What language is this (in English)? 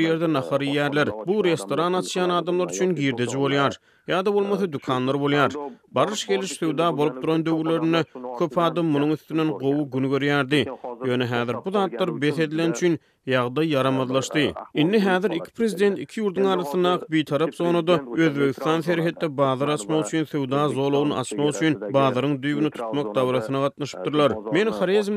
Turkmen